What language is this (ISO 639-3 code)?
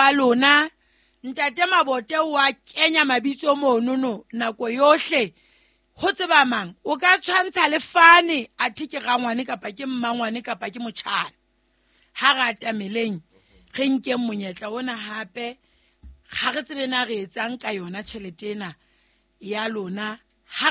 sot